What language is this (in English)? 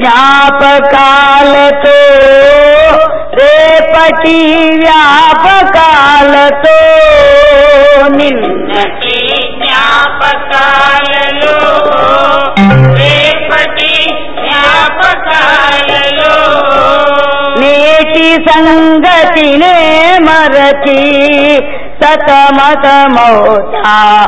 Telugu